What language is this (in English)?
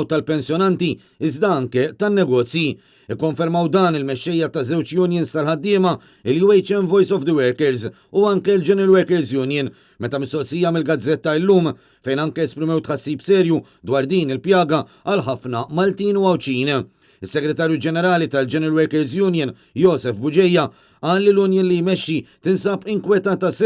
Maltese